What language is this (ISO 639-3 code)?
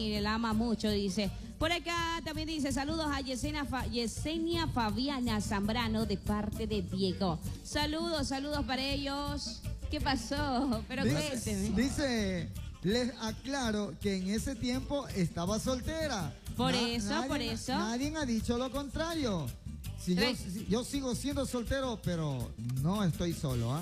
spa